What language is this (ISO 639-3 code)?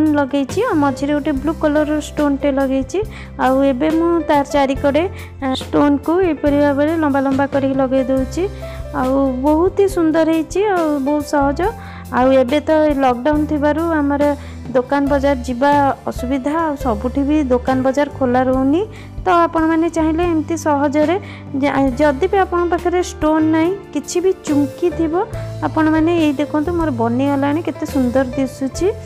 ori